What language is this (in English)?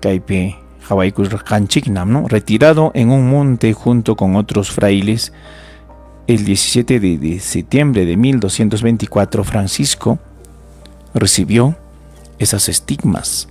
Ayacucho Quechua